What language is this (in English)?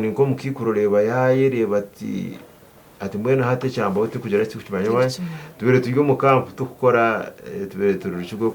Nyankole